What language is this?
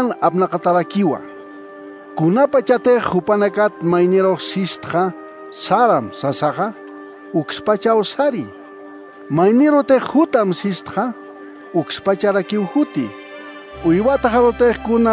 Aymara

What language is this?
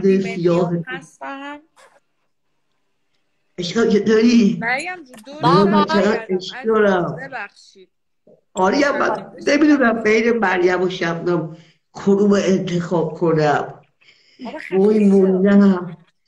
Persian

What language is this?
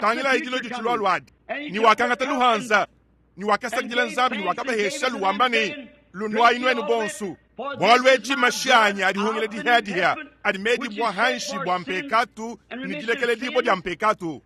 Luba-Lulua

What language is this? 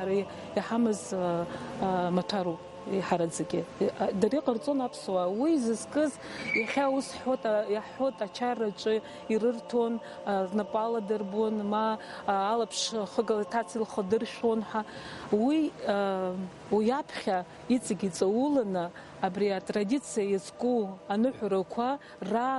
Abkhazian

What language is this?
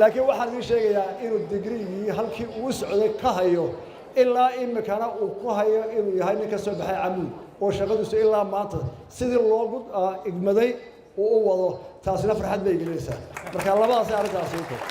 Somali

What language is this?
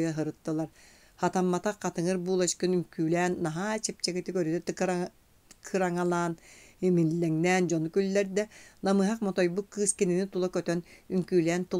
Yakut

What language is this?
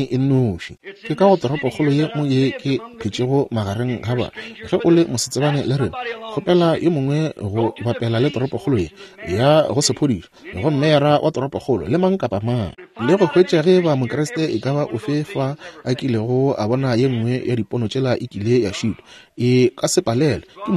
Northern Sotho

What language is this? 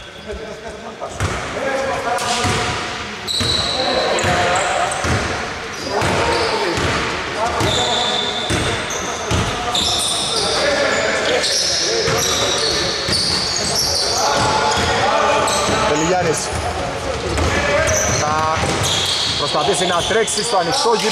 Greek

